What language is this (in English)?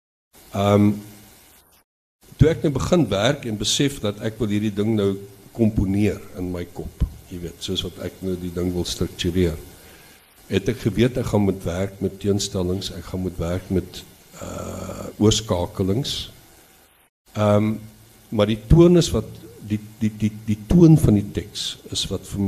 Afrikaans